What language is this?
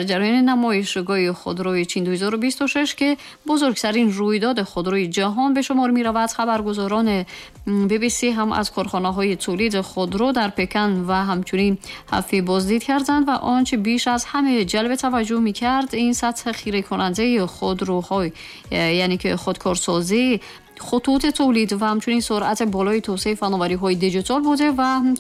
Tajik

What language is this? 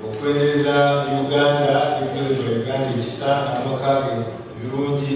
Soga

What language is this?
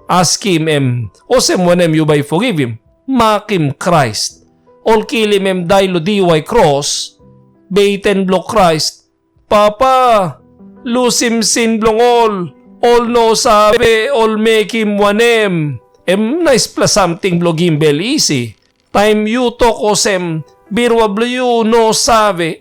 Tok Pisin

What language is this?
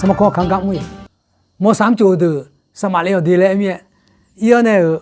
Akha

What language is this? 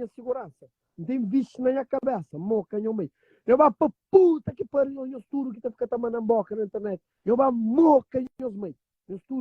Kabuverdianu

